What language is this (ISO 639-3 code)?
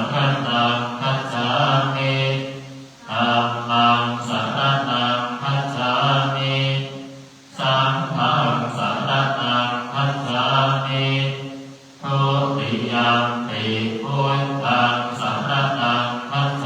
pli